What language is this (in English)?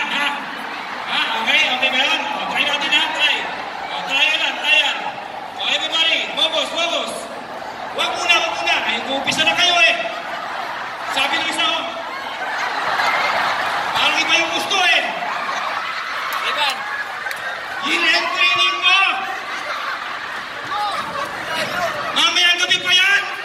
Filipino